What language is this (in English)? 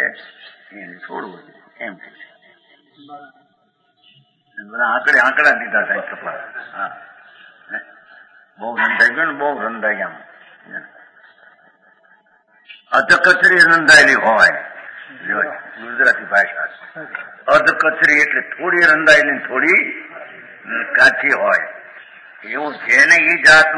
Gujarati